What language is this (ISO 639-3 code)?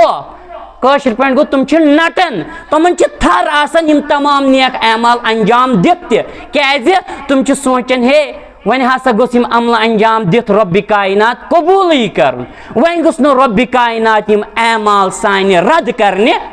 kas